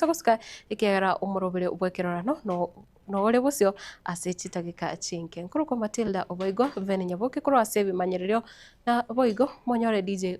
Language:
Gusii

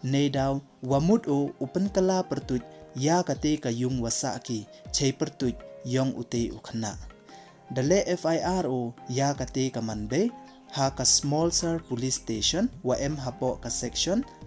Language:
Pnar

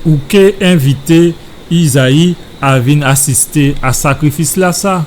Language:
Guadeloupean Creole French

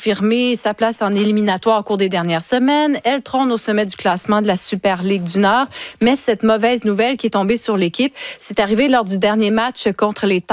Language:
French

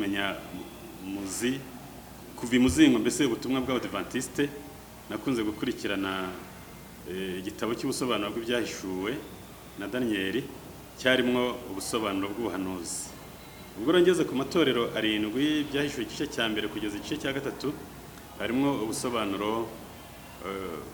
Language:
Kinyarwanda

